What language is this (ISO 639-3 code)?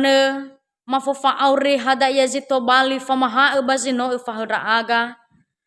nia